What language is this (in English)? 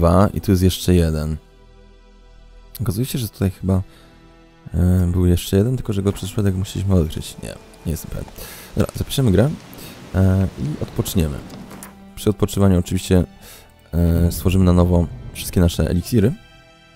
Polish